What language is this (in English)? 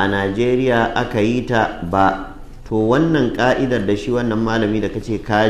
Hausa